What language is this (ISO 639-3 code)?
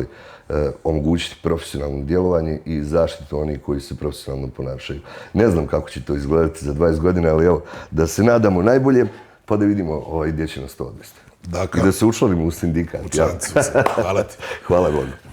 bos